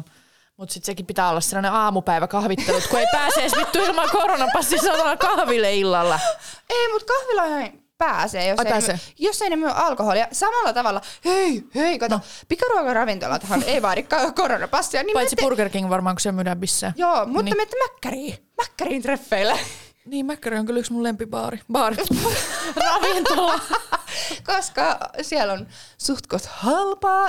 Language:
Finnish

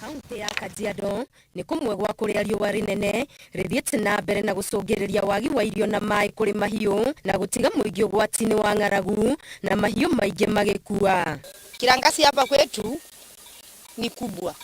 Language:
Kikuyu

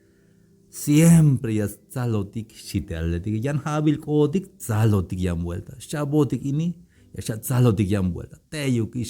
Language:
Tzeltal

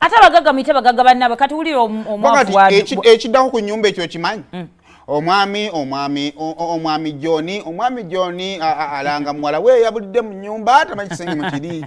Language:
Ganda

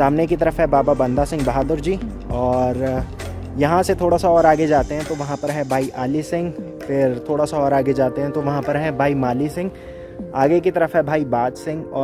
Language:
Hindi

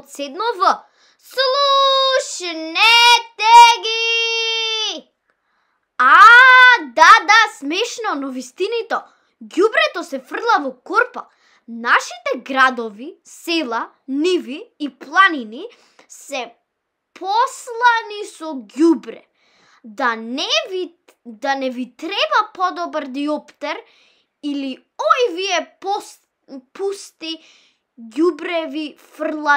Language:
Macedonian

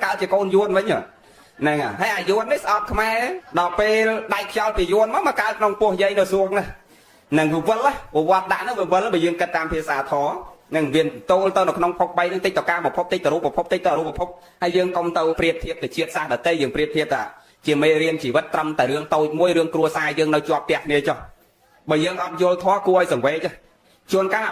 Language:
Khmer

